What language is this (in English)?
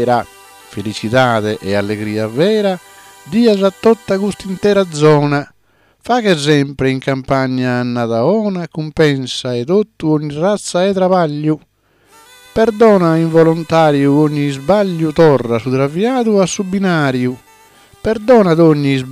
Sardinian